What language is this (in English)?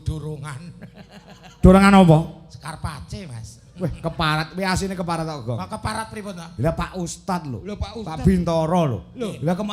Javanese